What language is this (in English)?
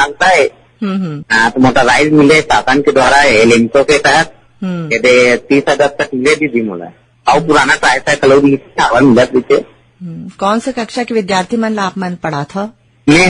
Chhattisgarhi